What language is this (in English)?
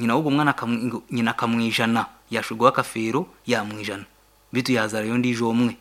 Nyankole